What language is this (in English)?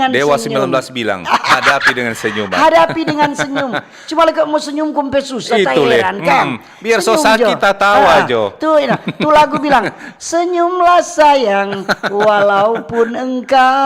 Manado Malay